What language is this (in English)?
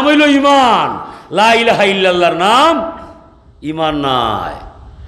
Sylheti